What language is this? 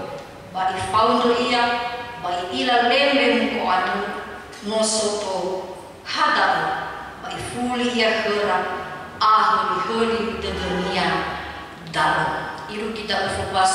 Nias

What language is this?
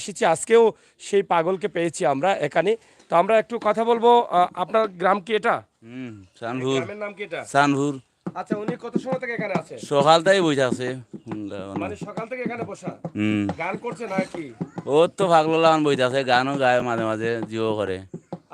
Sylheti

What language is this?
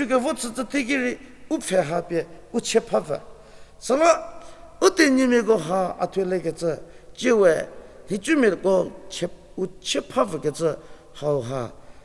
Angami Naga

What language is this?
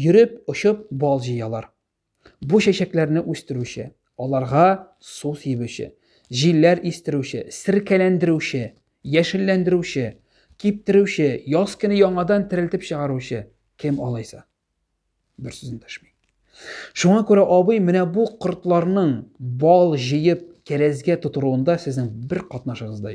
Tatar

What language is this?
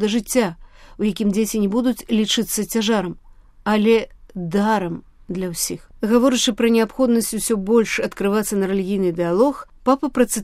Belarusian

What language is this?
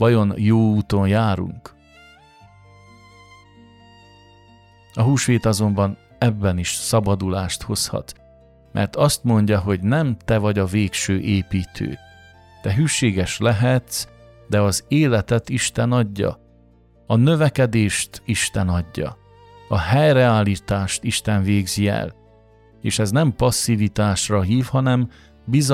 Hungarian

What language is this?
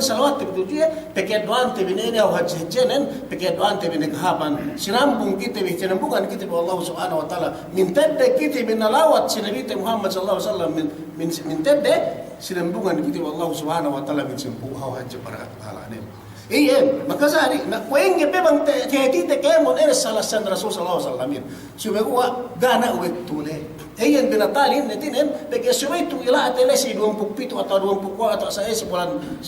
Yakan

